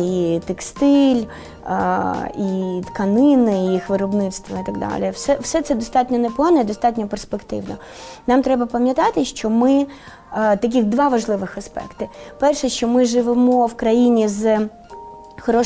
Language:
Ukrainian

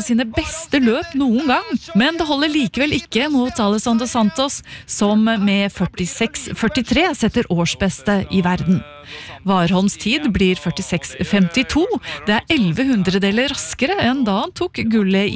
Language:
Norwegian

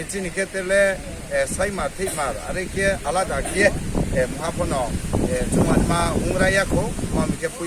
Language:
Riang (India)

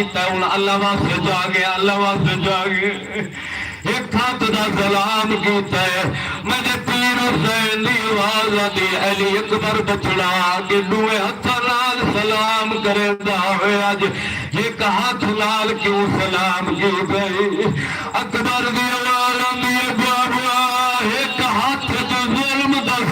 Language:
Saraiki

